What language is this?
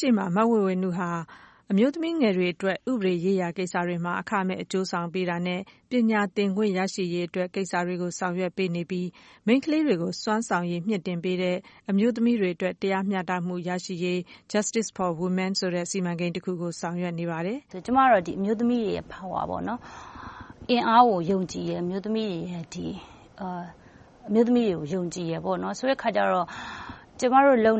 Burmese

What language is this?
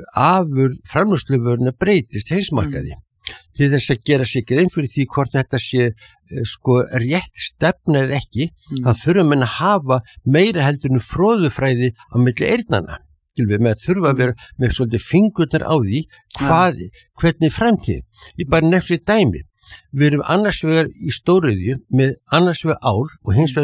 Icelandic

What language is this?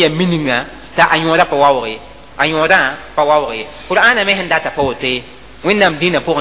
Mossi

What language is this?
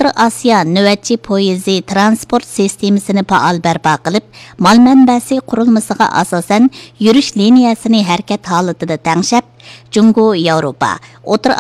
Uyghur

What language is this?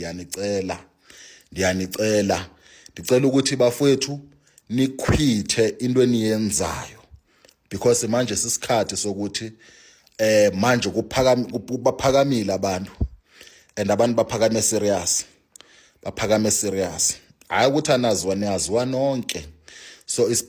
Zulu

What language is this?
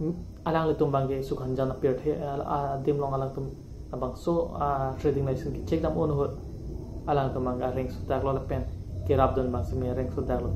Karbi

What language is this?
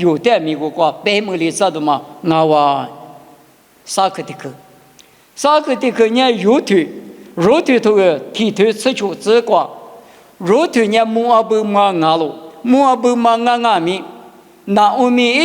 Lisu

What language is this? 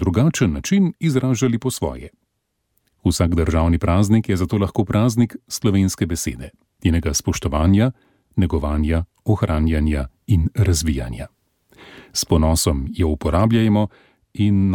Slovenian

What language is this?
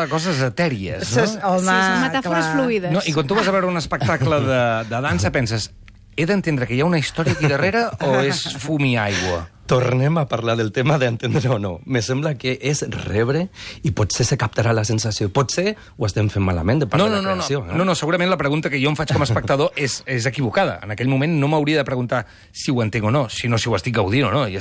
Catalan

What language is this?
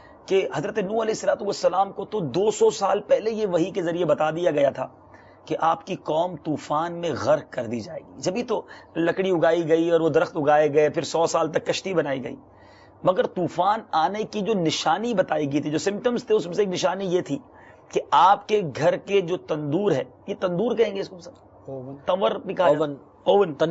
Urdu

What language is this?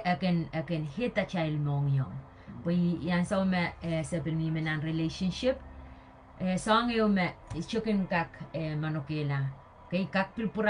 Pohnpeian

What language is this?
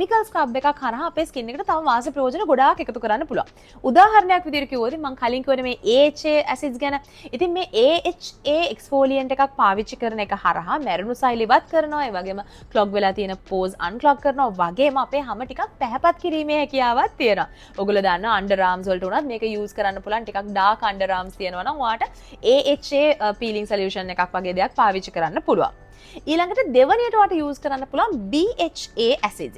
Sinhala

